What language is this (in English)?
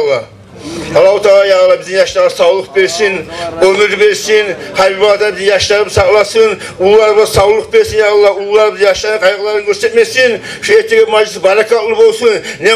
Kumyk